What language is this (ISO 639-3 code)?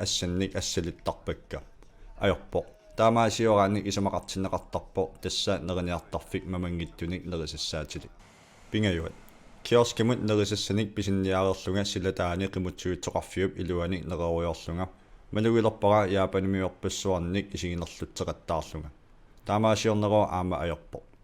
kal